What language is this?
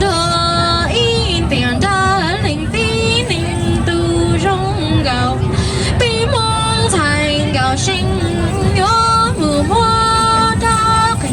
Hmong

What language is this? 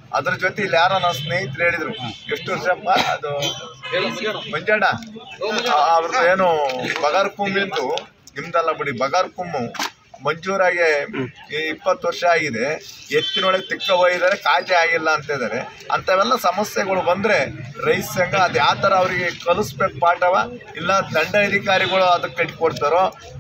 Kannada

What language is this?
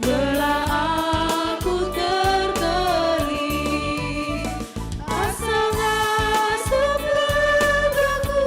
Batak Karo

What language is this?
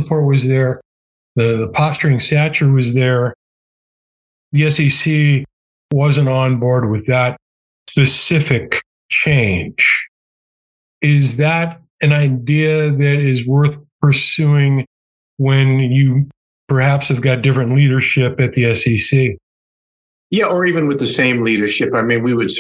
English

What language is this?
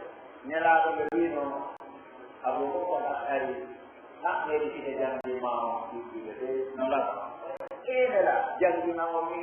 Pular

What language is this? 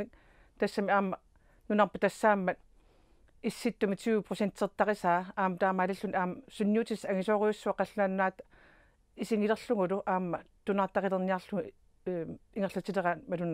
Kalaallisut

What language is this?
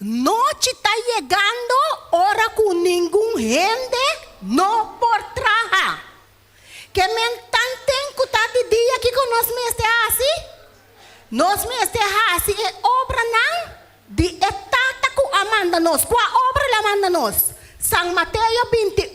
Papiamento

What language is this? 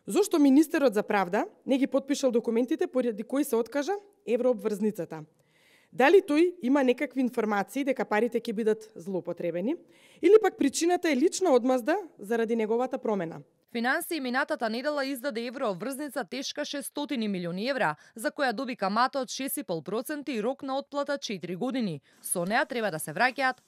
Macedonian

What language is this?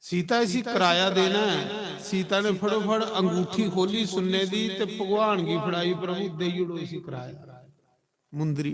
Dogri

